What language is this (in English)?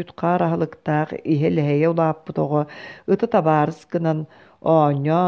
Yakut